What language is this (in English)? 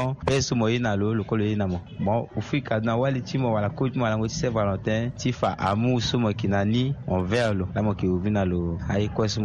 Sango